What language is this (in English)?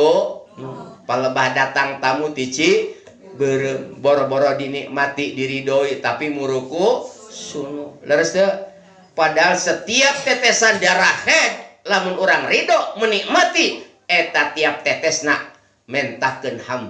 Sundanese